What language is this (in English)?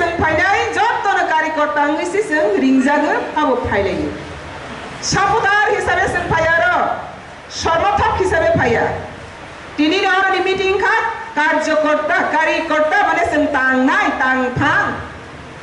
Kok Borok